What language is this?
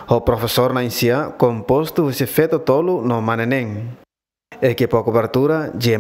Tetum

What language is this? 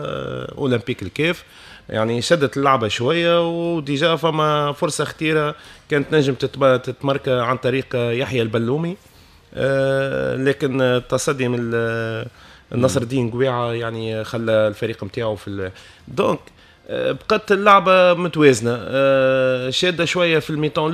Tunisian Arabic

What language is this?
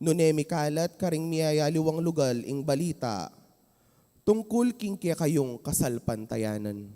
Pampanga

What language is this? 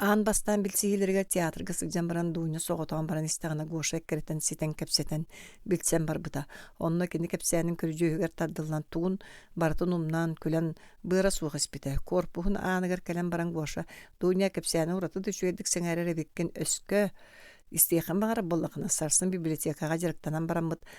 Yakut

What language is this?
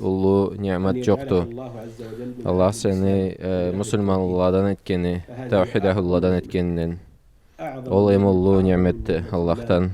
Karachay-Balkar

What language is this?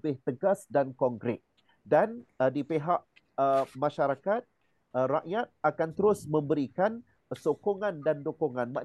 Malay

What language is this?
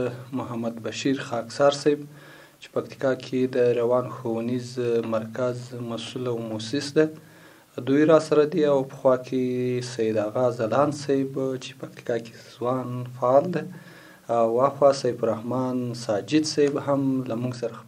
Pashto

